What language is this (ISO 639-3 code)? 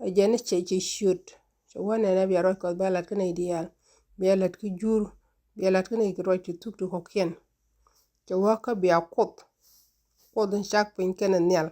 nus